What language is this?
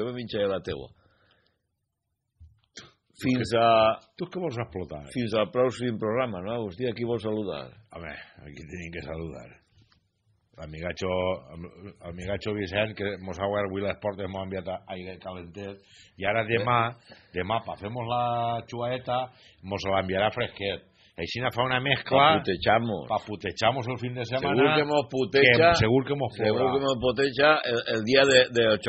Catalan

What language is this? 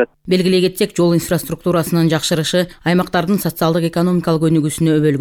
Kyrgyz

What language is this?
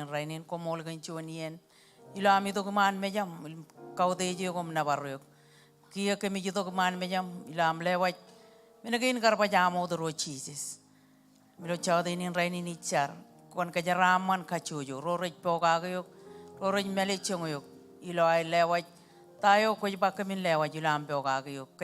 Marshallese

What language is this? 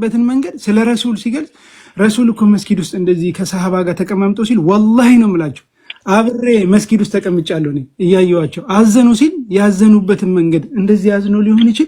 Amharic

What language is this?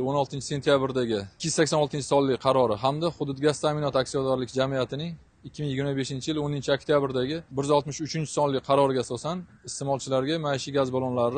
Uzbek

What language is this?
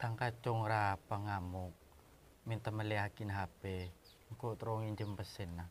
Madurese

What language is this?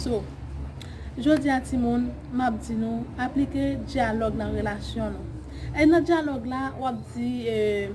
Haitian Creole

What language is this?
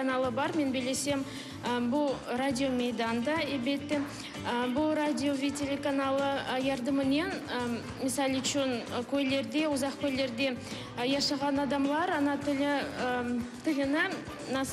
Crimean Tatar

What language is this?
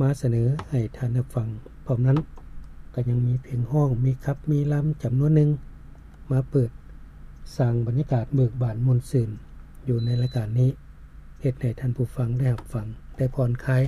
Lao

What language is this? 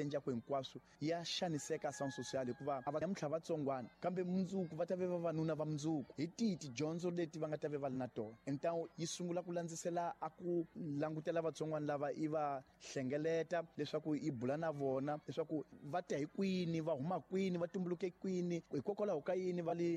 Tsonga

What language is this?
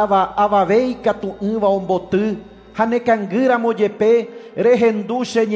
Guarani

